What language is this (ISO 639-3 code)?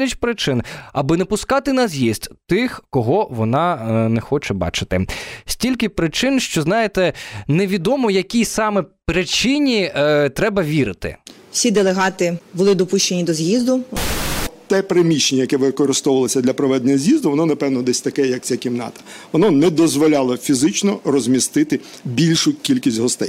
ukr